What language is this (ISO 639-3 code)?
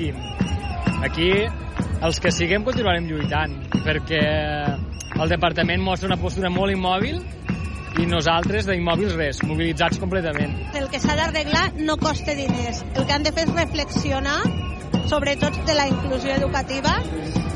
cat